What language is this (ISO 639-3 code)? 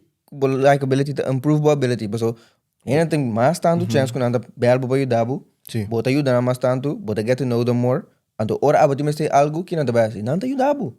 pap